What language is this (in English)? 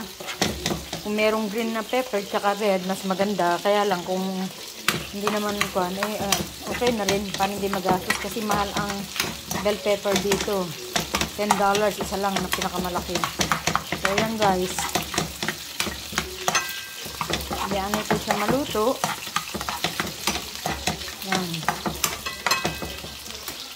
Filipino